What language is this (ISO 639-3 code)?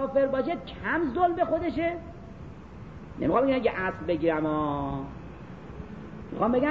fas